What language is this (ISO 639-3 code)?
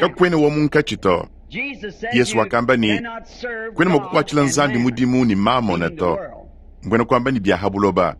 lua